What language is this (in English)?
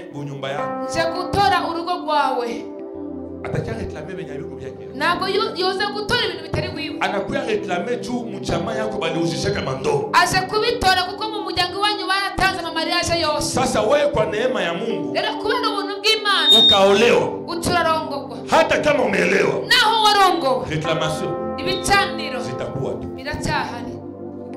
Kinyarwanda